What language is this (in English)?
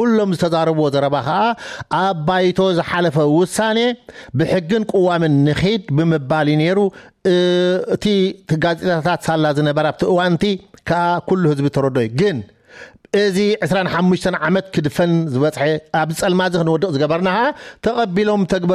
Tigrinya